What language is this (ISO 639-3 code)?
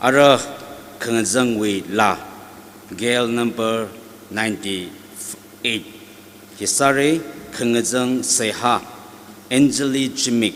nmf